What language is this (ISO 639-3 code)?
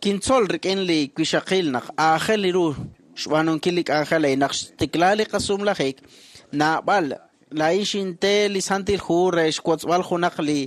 kek